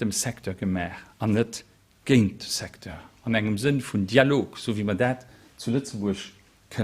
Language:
Luxembourgish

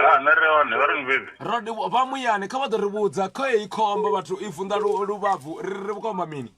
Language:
Venda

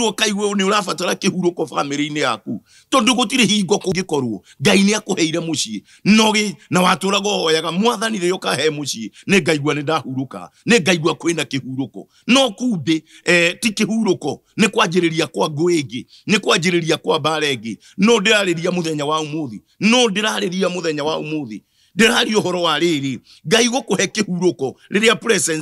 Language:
Kikuyu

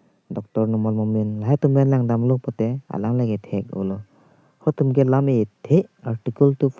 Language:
Karbi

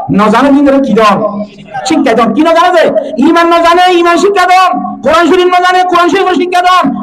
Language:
Rohingya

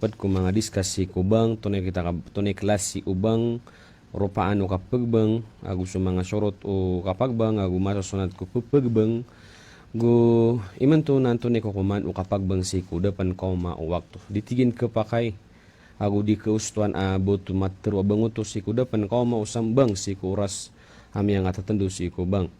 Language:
Maranao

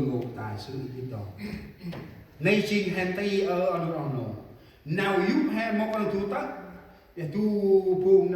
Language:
Central Mnong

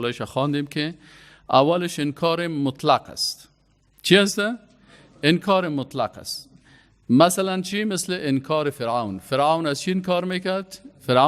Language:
Persian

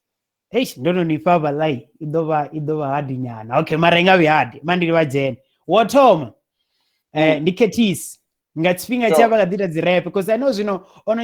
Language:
Venda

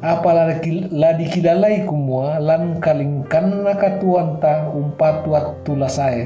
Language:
Toraja-Sa'dan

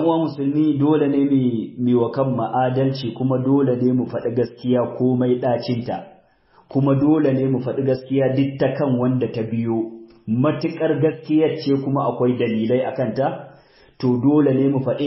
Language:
Hausa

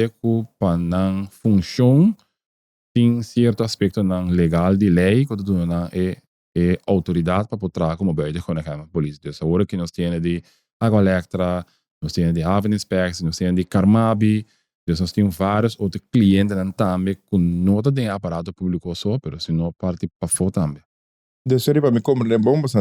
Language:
Papiamento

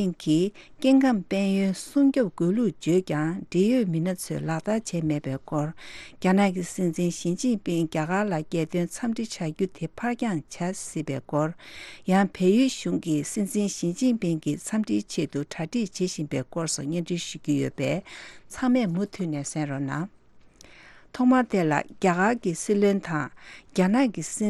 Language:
Tibetan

